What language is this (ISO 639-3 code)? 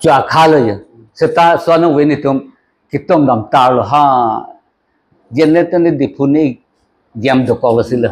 mjw